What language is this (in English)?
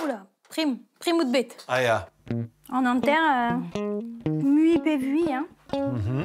Breton